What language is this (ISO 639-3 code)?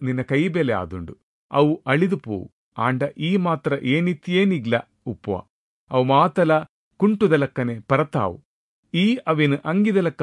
tcy